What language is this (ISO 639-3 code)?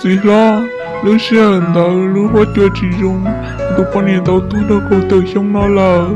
hmn